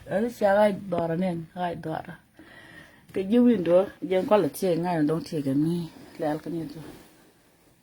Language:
Nuer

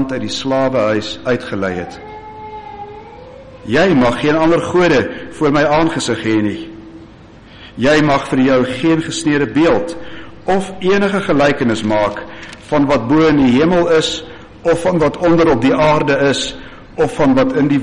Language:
Afrikaans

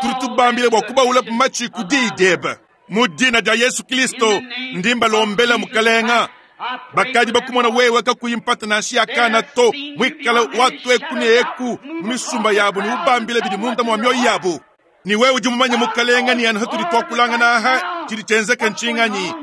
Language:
Luba-Lulua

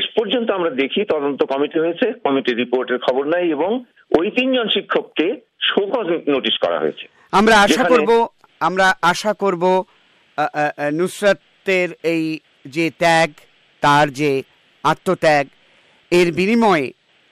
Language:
Bangla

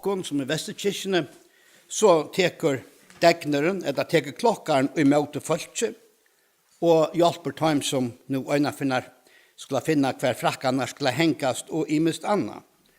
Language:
Faroese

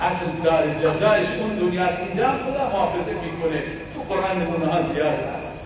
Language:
Persian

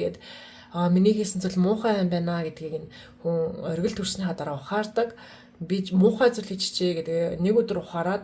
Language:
Mongolian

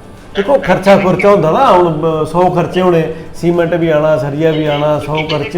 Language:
Dogri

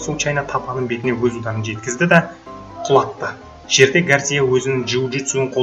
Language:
Kazakh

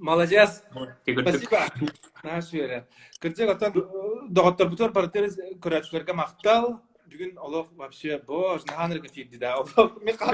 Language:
Yakut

